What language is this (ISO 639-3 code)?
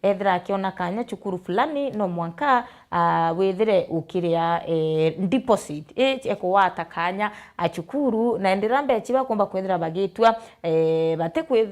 mer